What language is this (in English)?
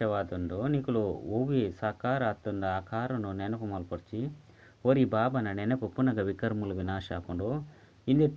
Tulu